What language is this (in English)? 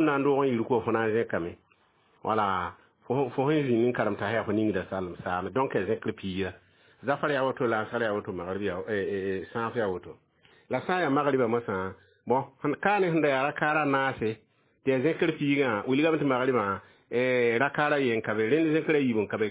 Mossi